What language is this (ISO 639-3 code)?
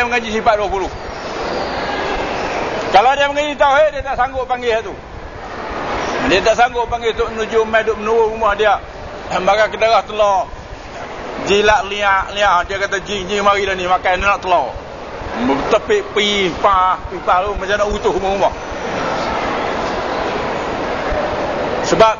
msa